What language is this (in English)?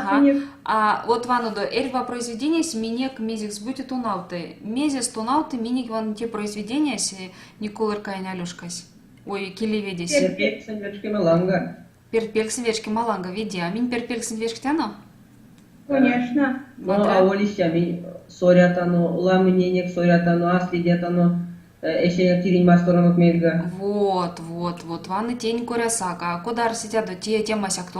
Erzya